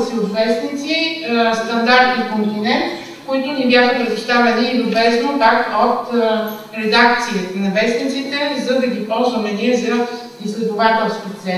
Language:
Bulgarian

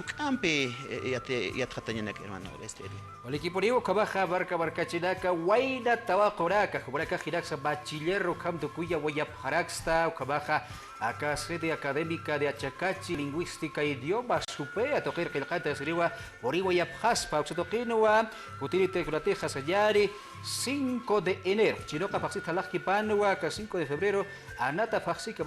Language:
Aymara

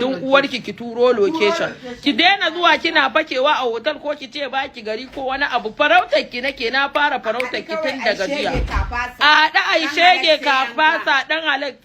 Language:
Hausa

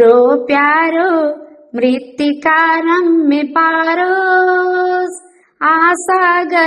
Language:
Nepali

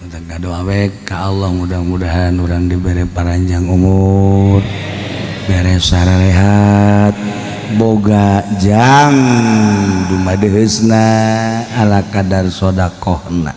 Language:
Sundanese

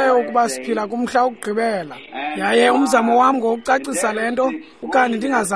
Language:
Xhosa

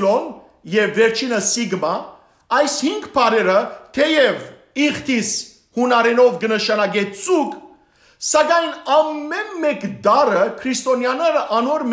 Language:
Western Armenian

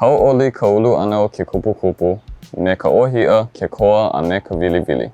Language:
Hawaiian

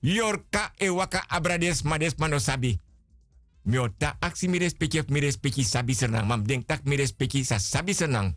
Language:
Sranan Tongo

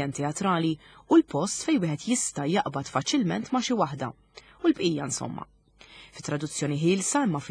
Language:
Maltese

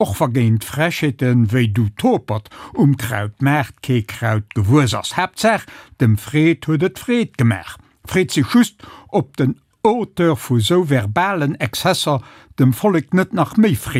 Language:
Luxembourgish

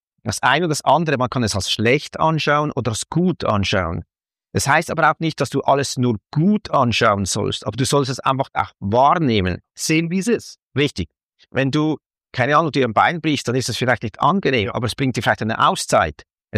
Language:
German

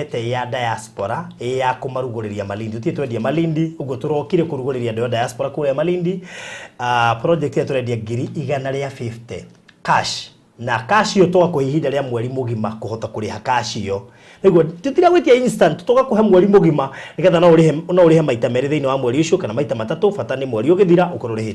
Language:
Kikuyu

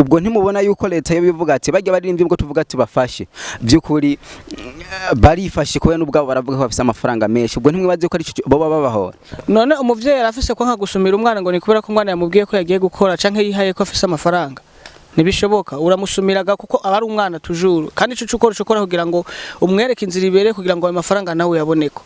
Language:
Rundi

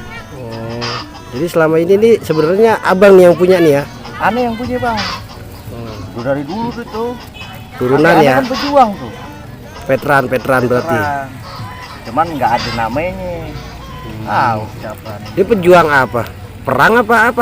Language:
Betawi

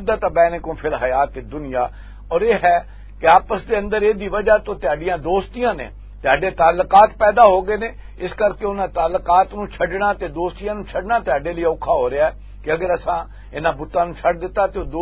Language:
Western Panjabi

